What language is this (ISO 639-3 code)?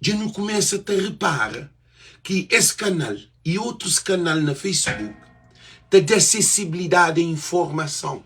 kea